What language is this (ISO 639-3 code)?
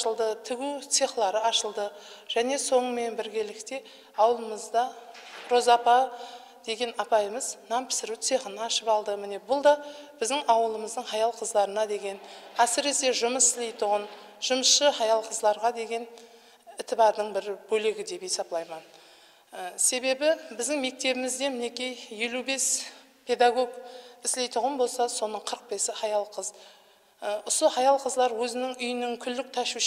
kaa